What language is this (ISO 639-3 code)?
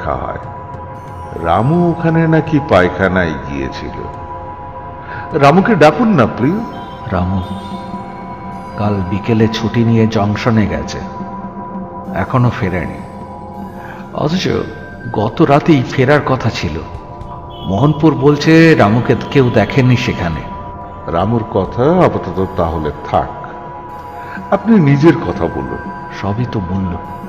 ben